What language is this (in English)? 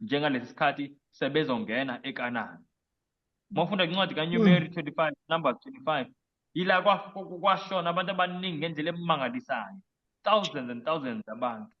Zulu